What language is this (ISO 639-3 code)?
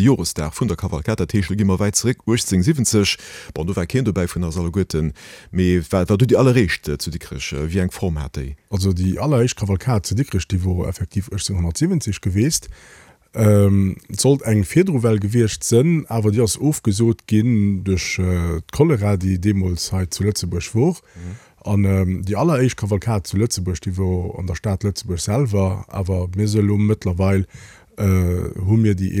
ltz